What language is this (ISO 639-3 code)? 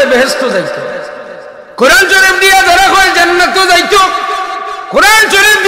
syl